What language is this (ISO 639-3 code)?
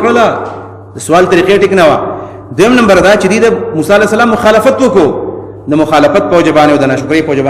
pus